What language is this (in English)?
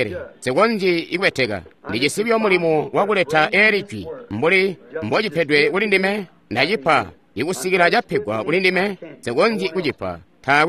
Tonga (Zambia)